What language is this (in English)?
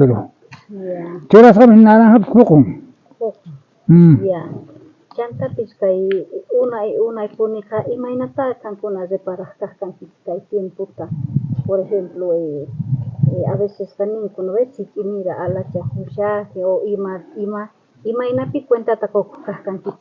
South Bolivian Quechua